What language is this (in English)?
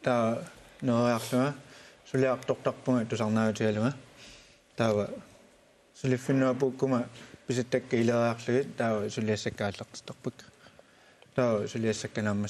Kalaallisut